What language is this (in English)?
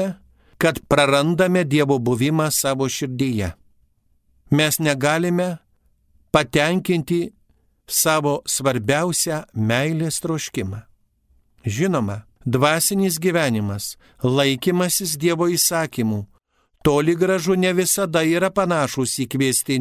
Lithuanian